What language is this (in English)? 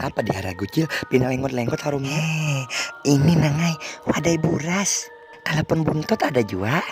Banjar